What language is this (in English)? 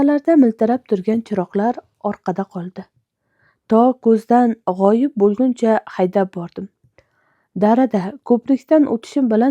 Uzbek